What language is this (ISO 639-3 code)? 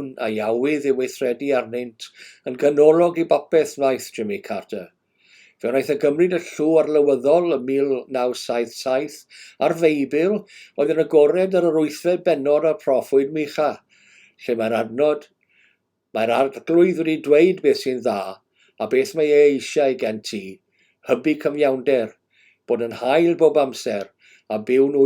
cym